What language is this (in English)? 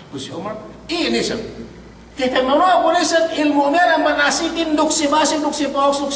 Yakan